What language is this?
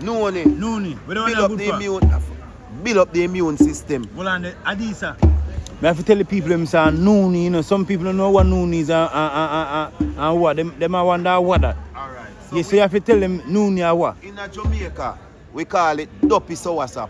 Jamaican Creole English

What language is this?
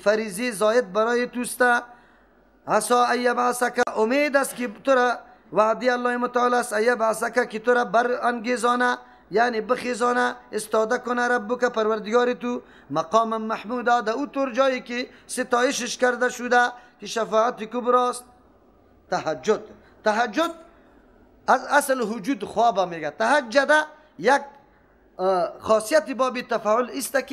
Persian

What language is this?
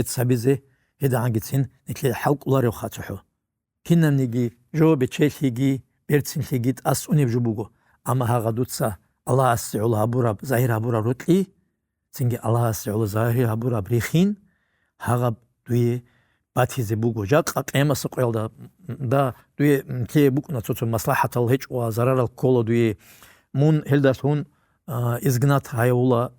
Avaric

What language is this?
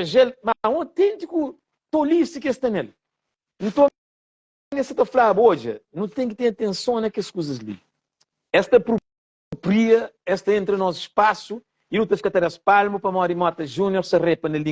Kabuverdianu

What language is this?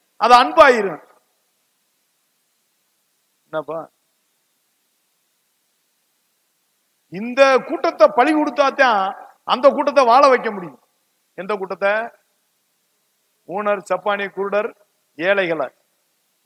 Tamil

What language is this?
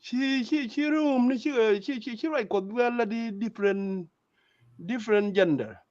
Nuer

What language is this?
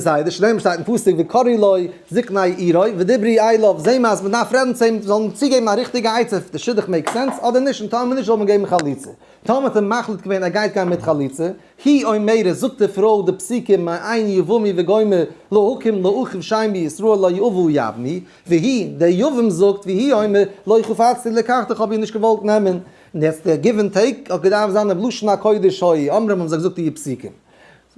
Yiddish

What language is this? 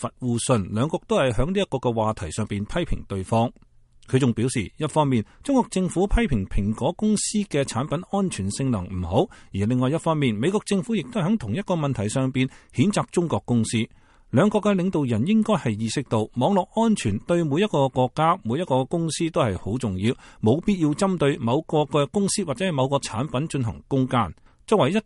Cantonese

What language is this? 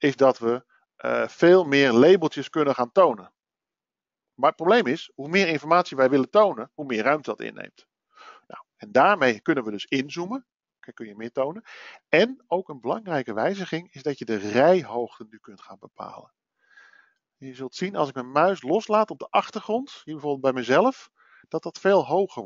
Dutch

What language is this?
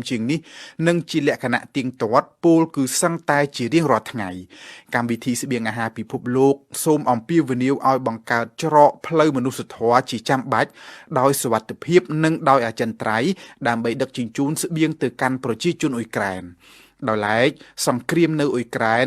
Khmer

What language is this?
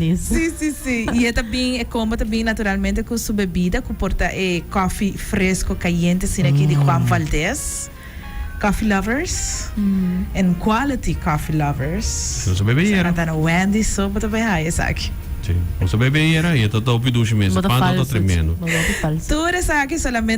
Papiamento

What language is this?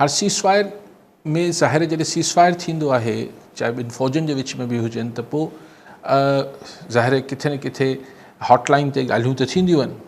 Sindhi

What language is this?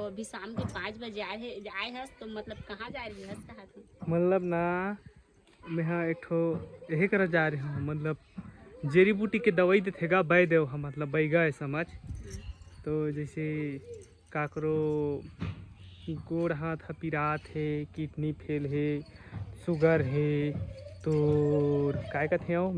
Chhattisgarhi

